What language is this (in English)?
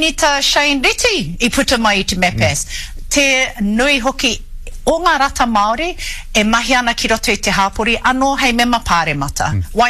Māori